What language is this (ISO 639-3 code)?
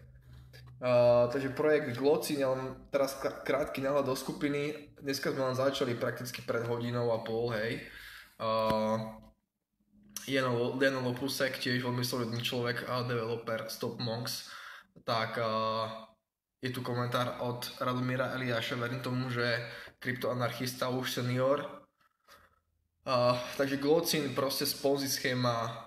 slk